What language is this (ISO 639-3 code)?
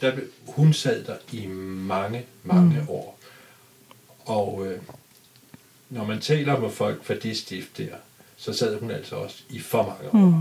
dan